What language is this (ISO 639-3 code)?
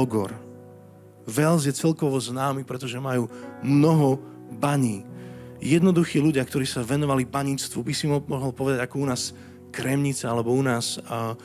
slk